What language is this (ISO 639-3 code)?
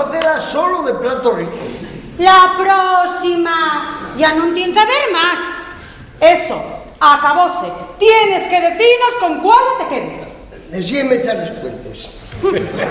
ast